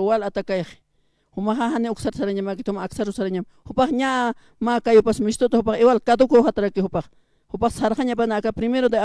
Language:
Aymara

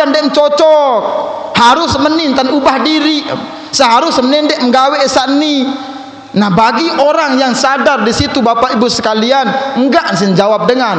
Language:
Sasak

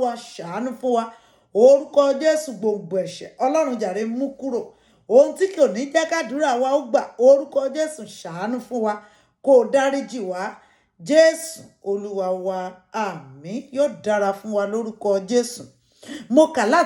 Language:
Yoruba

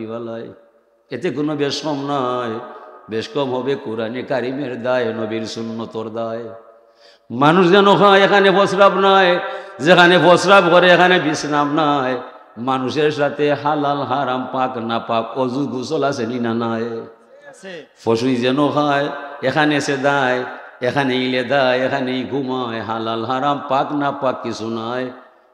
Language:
Sylheti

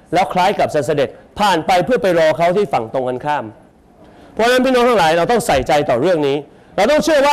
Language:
Thai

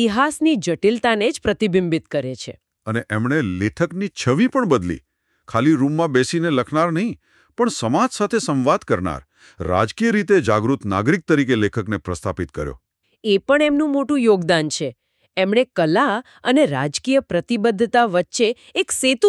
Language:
Gujarati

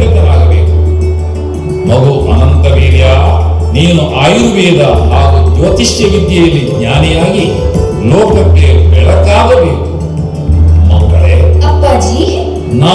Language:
Kannada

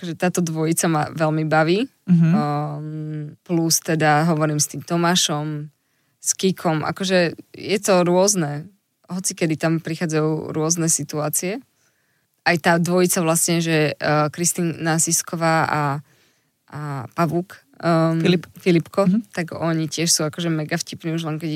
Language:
Slovak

